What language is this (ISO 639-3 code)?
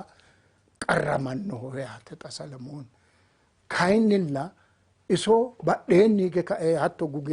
sid